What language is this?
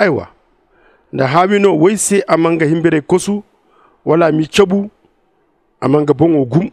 Zarma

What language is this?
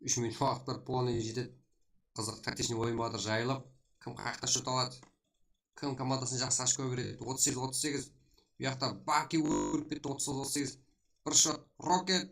Kara-Kalpak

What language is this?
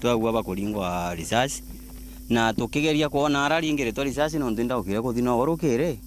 Meru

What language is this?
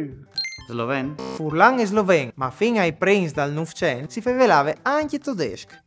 Friulian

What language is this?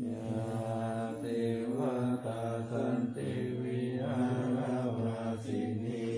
Pali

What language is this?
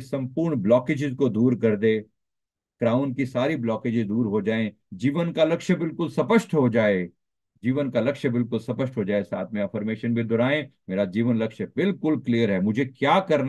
Hindi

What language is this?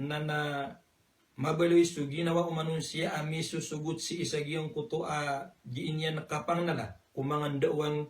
Maranao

